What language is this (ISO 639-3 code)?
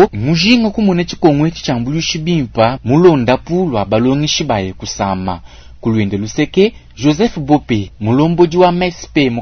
lua